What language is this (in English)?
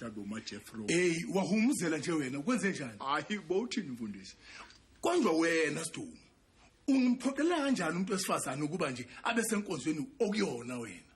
Zulu